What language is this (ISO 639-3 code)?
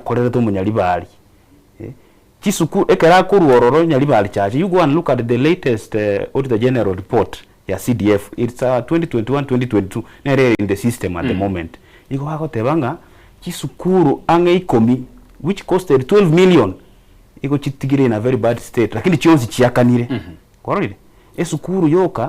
guz